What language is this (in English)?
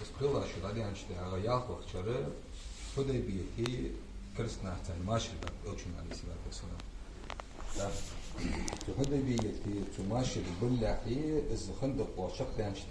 Ingush